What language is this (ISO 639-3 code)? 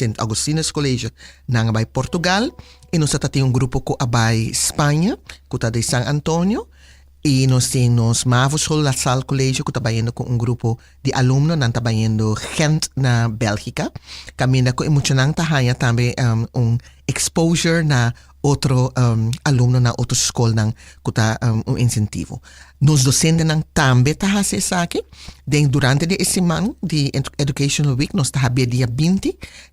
pap